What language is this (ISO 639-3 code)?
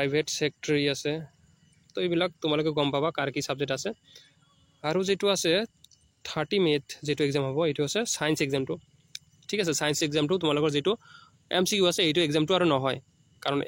asm